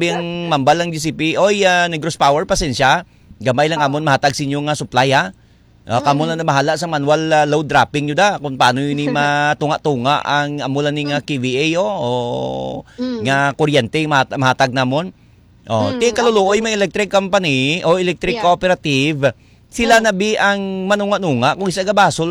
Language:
Hiligaynon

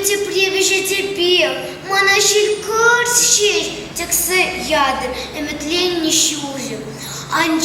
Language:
Chuvash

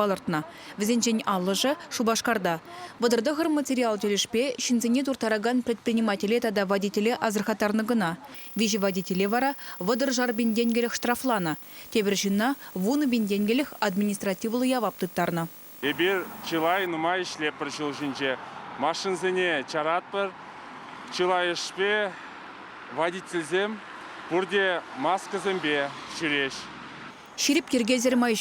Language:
Chuvash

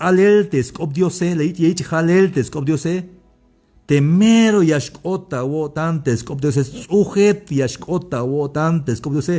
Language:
Tzeltal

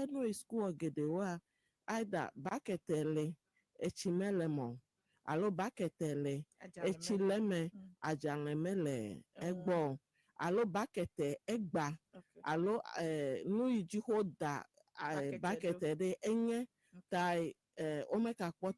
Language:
Ewe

